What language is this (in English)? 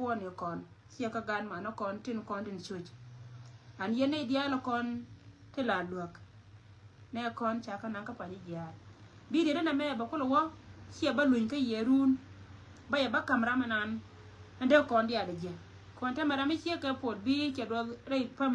Nuer